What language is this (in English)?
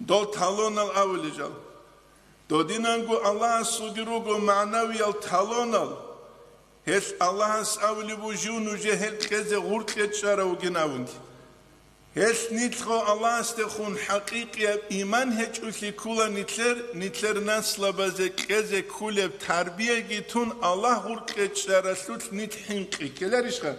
Avaric